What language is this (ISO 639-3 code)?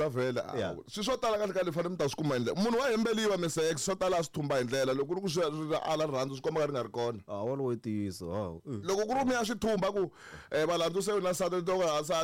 tso